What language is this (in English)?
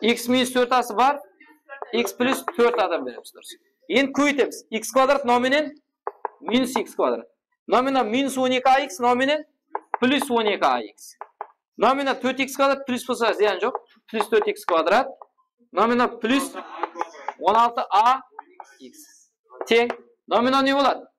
Kara-Kalpak